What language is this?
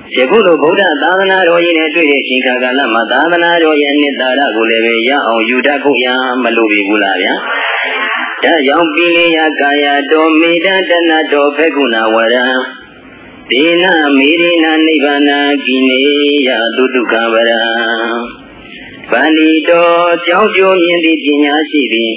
Burmese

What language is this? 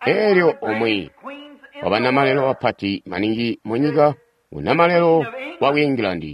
Tonga (Zambia)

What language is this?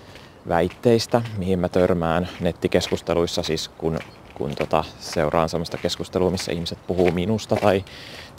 Finnish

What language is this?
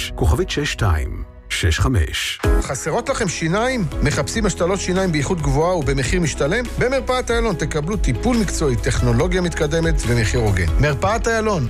Hebrew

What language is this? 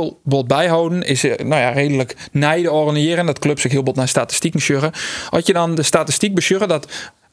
Western Frisian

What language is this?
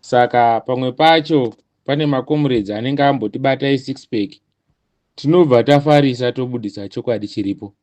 Shona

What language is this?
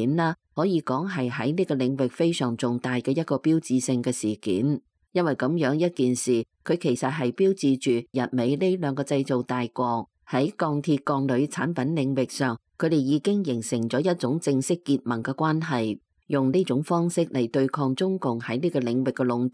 Cantonese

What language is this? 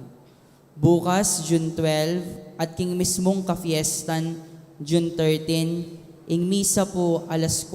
Pampanga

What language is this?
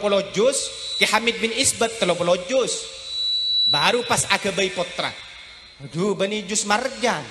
Madurese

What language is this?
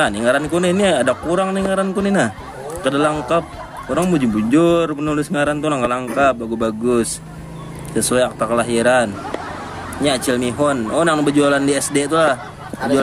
Banjar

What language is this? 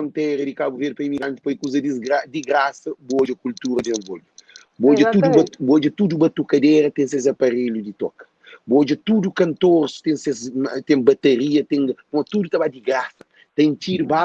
Kabuverdianu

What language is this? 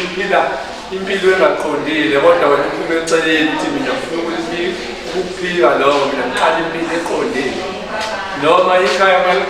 Zulu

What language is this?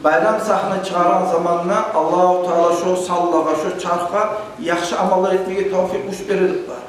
Kumyk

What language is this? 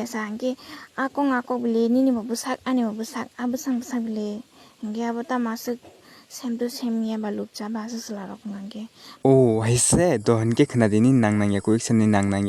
Kok Borok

